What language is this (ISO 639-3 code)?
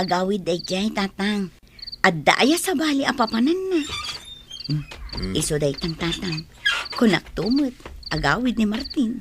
ilo